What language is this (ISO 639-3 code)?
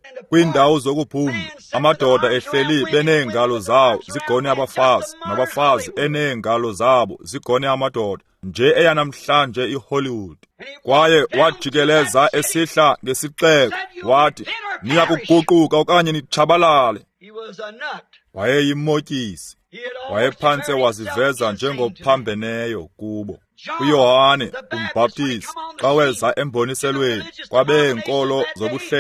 xho